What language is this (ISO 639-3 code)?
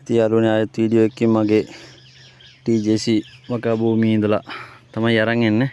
sin